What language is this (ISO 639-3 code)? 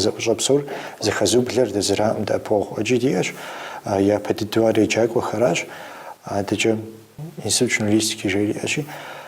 kbd